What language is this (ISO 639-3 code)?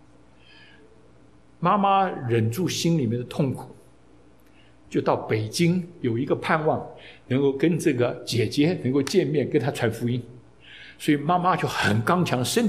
zho